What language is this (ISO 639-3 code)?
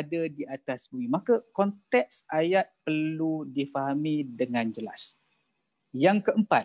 msa